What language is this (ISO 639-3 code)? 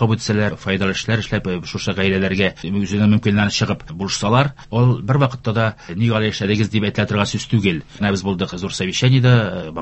tat